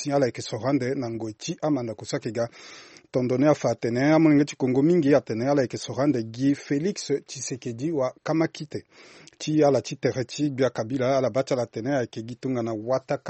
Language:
Sango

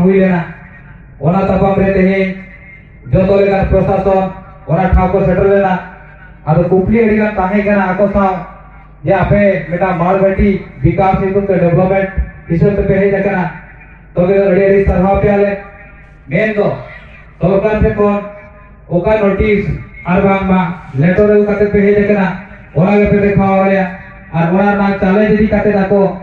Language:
Santali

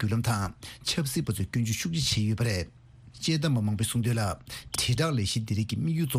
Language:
Tibetan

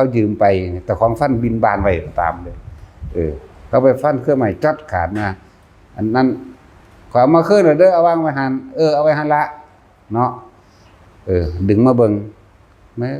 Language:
Northeastern Thai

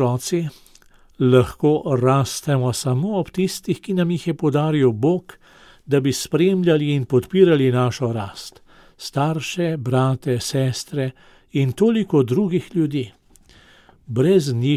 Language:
Slovenian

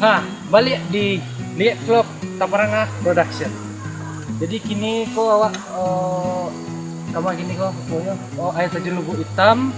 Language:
Minangkabau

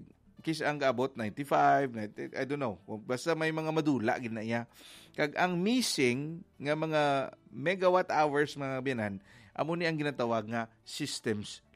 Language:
Hiligaynon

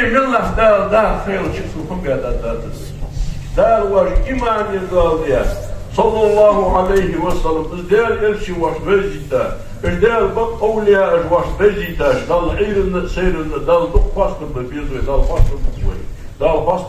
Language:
Ingush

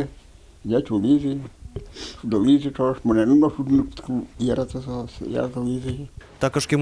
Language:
Udmurt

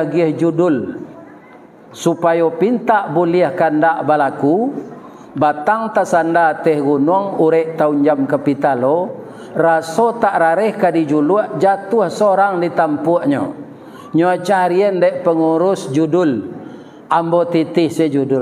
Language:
Minangkabau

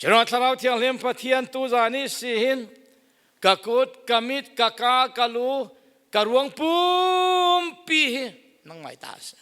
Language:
Falam Chin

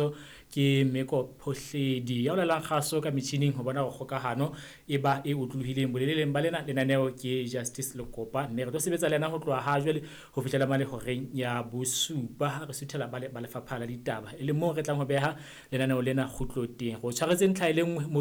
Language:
Southern Sotho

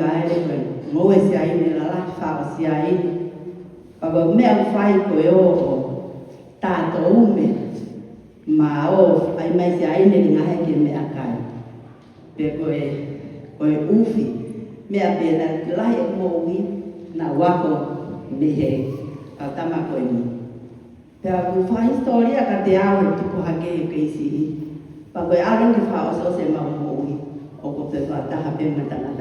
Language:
Tongan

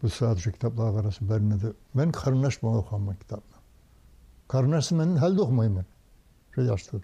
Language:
Kumyk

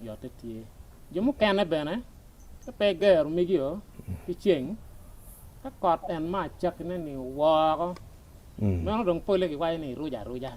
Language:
Acoli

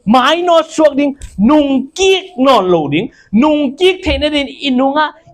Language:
Tedim Chin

